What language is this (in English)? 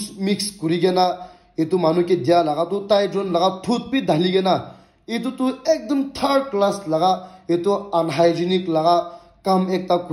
Naga Pidgin